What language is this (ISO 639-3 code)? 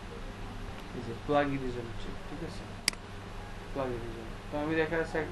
ben